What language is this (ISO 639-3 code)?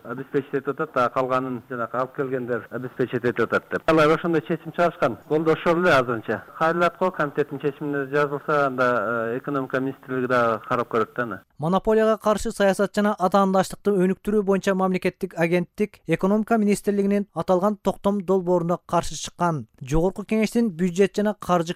kir